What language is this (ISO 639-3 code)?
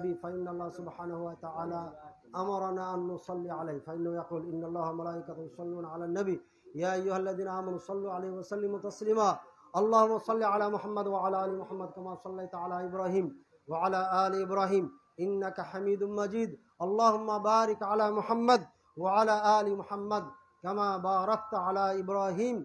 ben